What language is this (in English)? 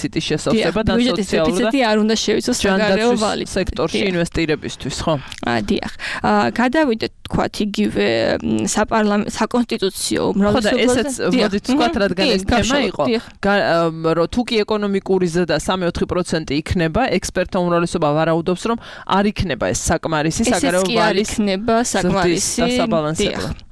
Georgian